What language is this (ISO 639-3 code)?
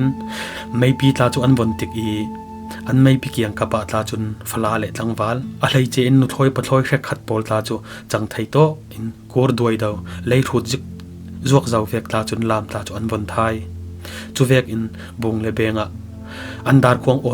cfm